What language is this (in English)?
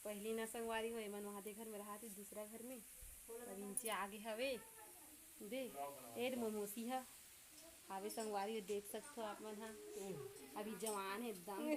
Chhattisgarhi